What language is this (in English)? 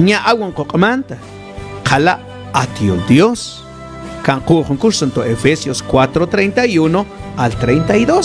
Mam